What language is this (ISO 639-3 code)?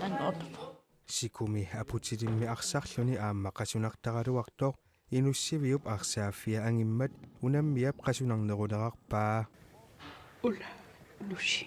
kal